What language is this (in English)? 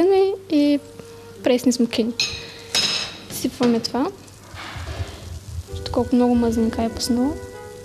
Bulgarian